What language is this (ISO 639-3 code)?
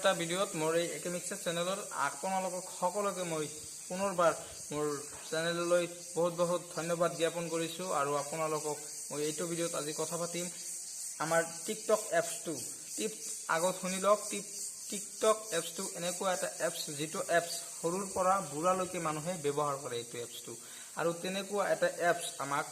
asm